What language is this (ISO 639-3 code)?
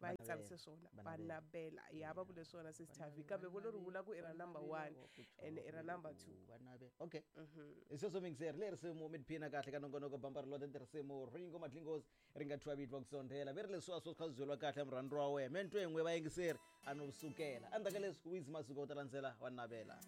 tso